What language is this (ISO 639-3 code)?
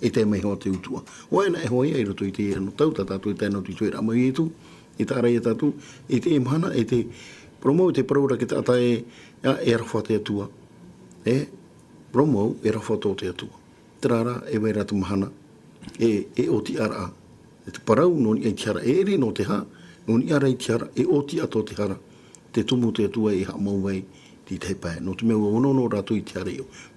tah